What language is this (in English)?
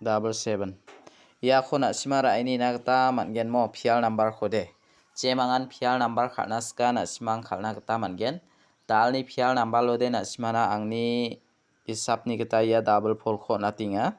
Garo